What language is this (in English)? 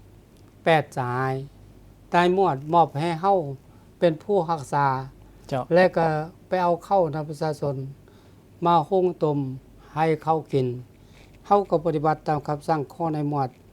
Lao